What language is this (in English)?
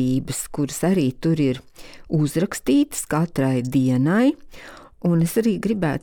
Latvian